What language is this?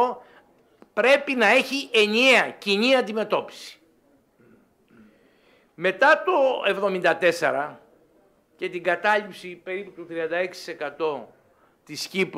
Greek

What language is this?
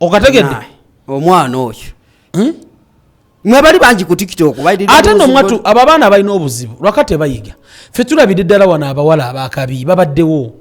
Ganda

